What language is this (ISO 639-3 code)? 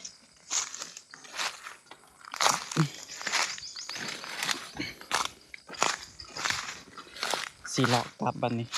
lao